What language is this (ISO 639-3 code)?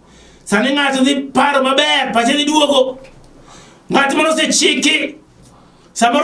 luo